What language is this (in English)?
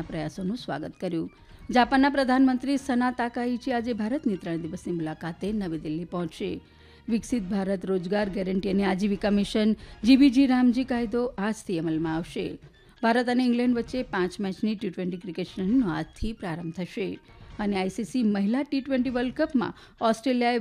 Gujarati